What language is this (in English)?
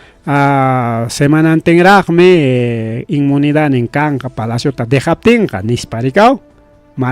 Ayacucho Quechua